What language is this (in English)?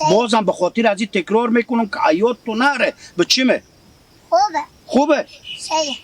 Persian